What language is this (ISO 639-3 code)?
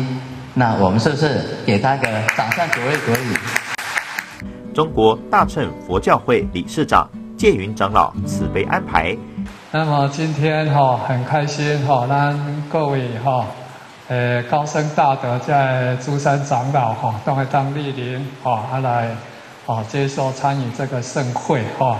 zho